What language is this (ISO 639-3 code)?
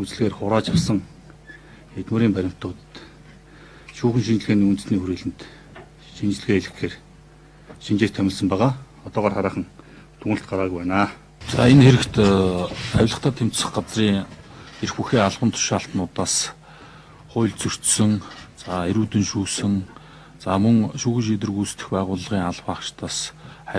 mon